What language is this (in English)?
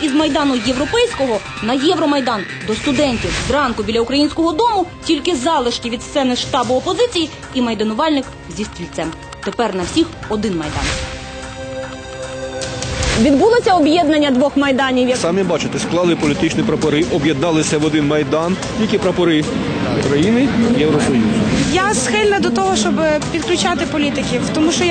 Ukrainian